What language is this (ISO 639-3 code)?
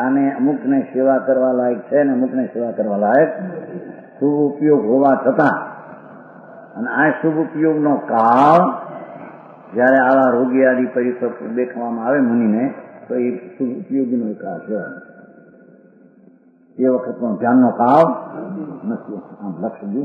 guj